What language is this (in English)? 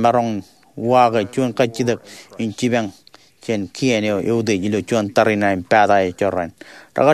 Marshallese